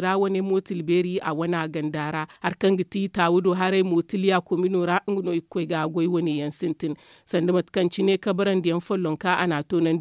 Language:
Zarma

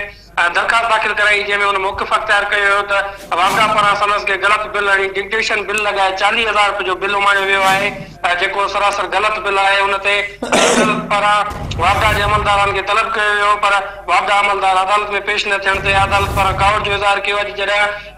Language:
Sindhi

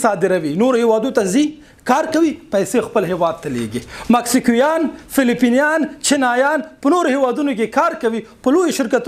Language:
Pashto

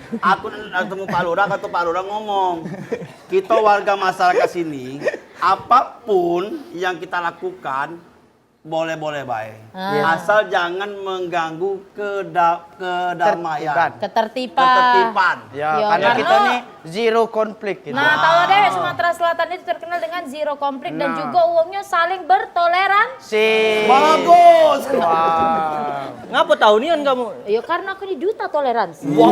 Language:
Musi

